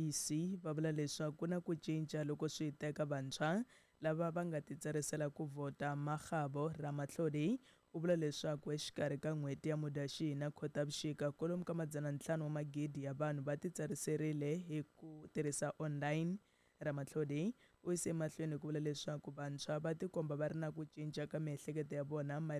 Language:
Tsonga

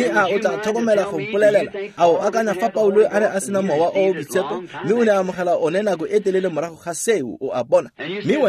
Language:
Tswana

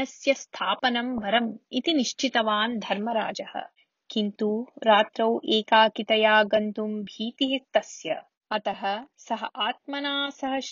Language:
Sanskrit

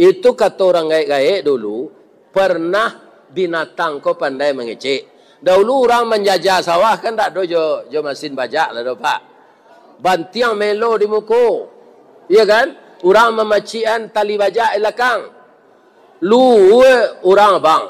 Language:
Minangkabau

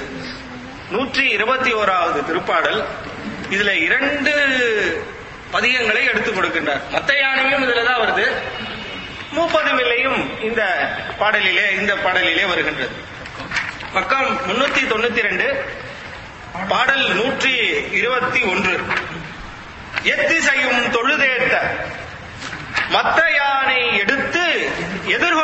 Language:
Tamil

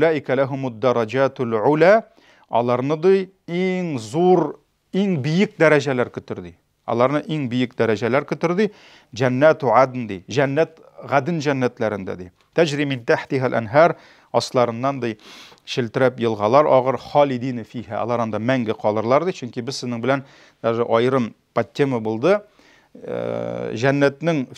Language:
Tatar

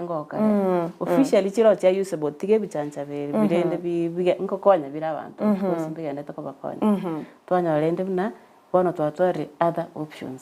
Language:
Gusii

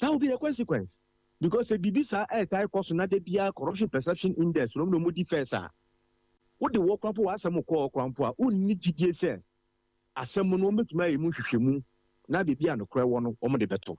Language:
Akan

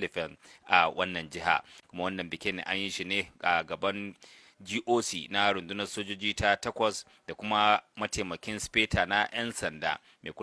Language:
Hausa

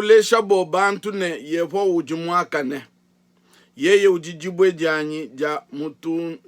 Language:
Luba-Lulua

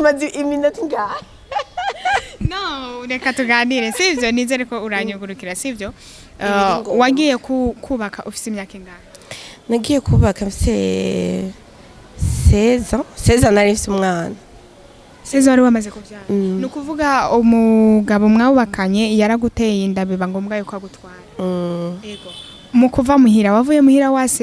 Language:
Rundi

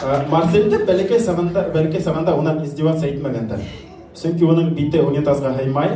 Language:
Bashkir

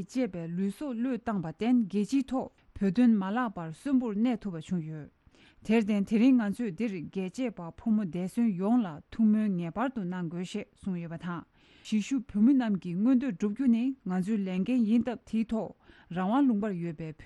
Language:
Tibetan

